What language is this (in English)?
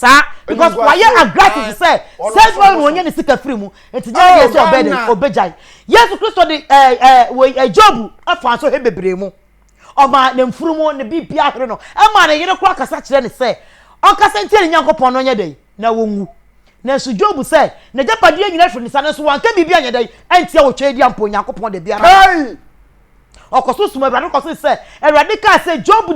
Akan